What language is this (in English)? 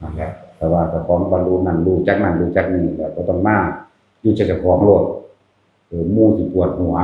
Northeastern Thai